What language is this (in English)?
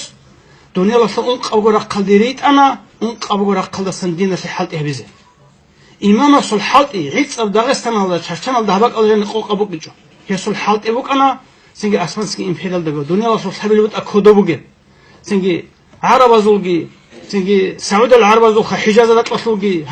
Avaric